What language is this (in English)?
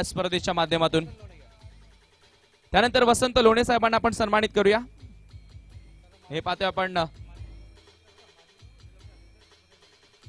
Marathi